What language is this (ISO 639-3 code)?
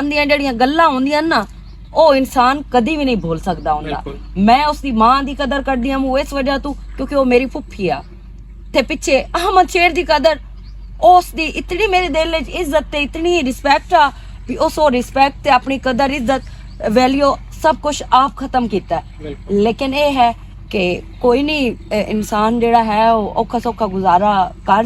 lah